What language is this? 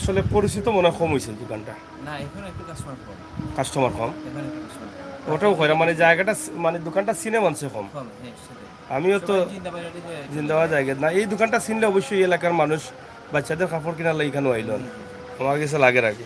Sylheti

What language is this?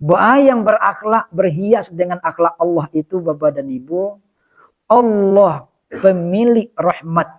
Minangkabau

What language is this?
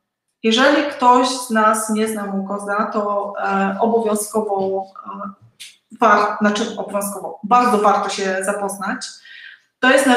Polish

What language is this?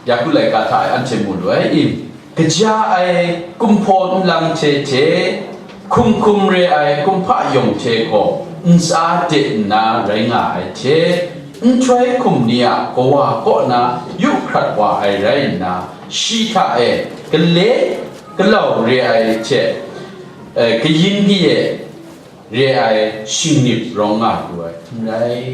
Kachin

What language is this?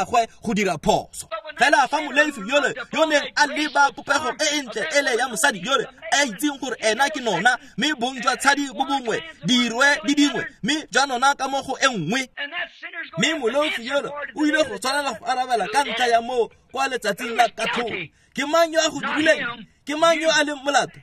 Tswana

